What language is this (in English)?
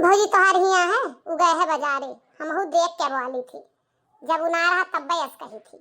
Awadhi